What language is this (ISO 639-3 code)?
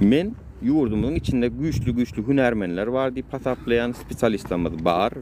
tuk